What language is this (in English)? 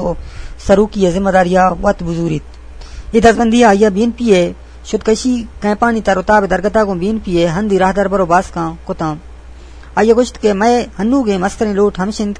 Eastern Balochi